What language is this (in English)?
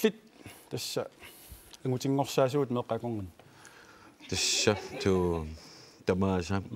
Kalaallisut